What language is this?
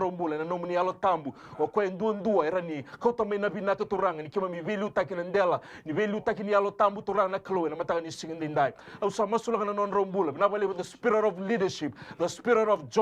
Fijian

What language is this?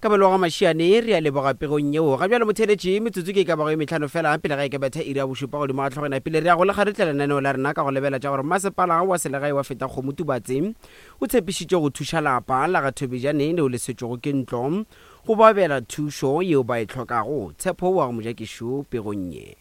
Northern Sotho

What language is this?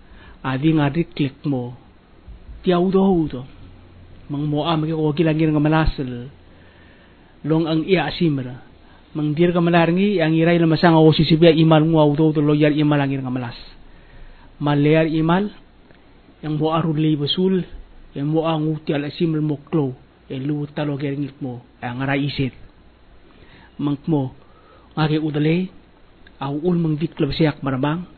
Palauan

